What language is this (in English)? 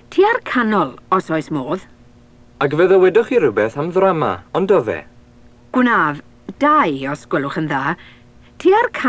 Welsh